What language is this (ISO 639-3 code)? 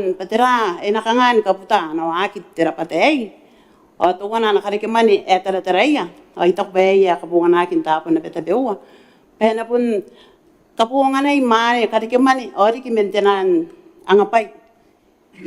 gil